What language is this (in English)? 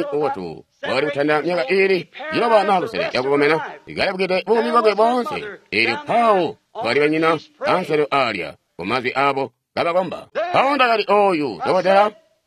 Tonga (Zambia)